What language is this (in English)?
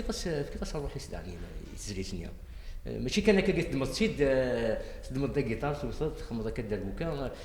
Kabyle